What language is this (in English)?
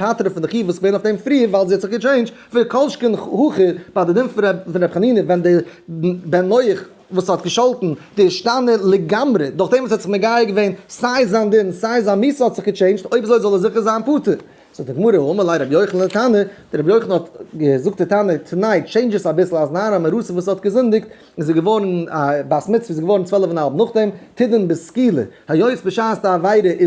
Yiddish